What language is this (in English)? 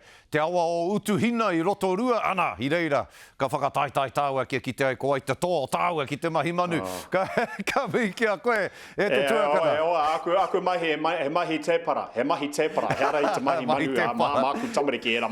Māori